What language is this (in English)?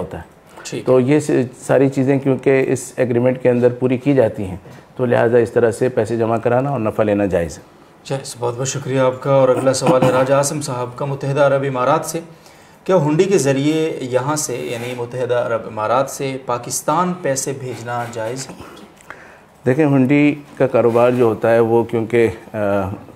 Urdu